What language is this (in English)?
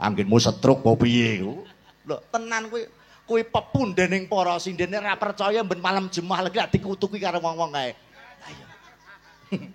Javanese